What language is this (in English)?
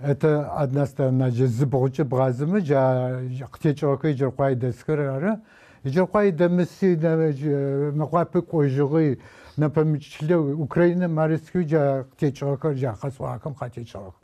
Adyghe